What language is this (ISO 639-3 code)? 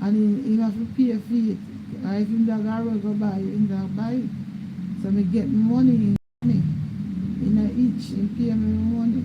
jam